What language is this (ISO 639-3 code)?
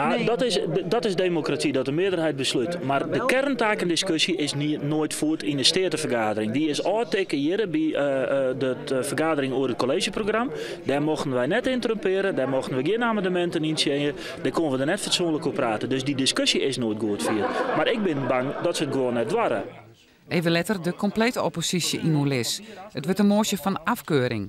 fry